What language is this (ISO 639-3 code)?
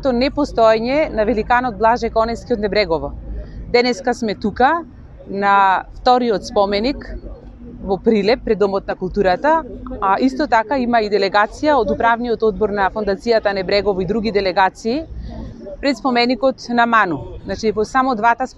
mkd